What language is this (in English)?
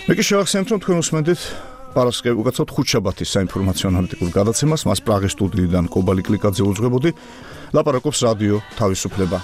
Georgian